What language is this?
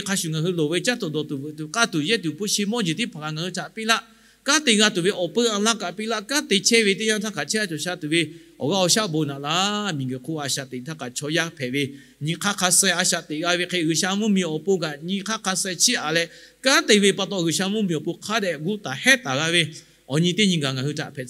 Lahu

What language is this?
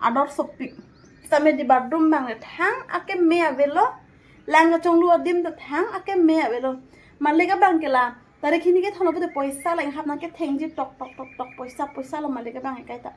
Karbi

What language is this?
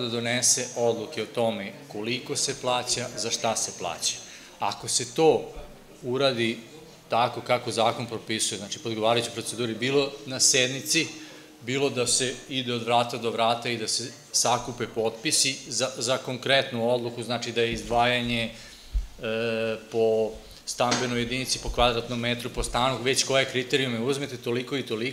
Serbian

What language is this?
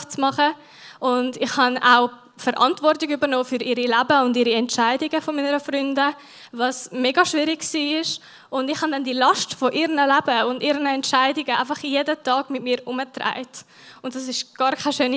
Swiss German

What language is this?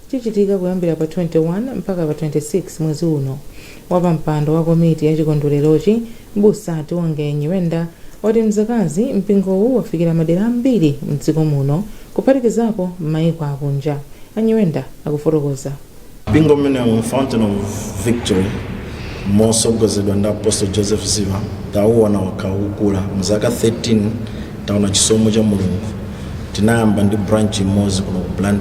Nyanja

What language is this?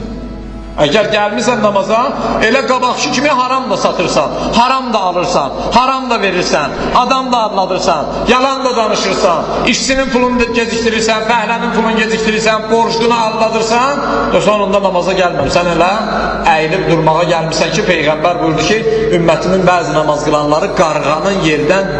Azerbaijani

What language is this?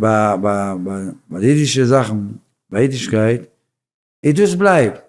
Yiddish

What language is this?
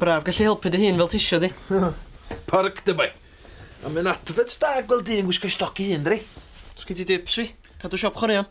Welsh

